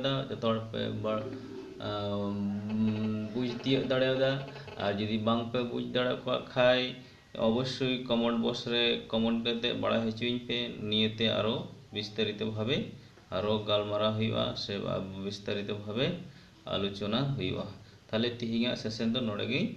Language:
Santali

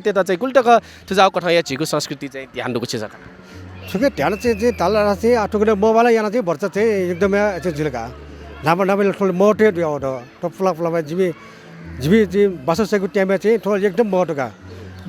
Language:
Newari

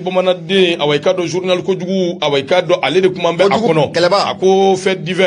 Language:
Bambara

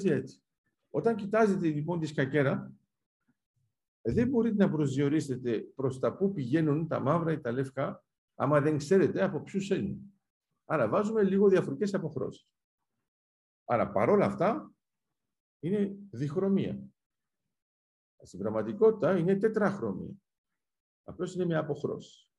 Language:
Greek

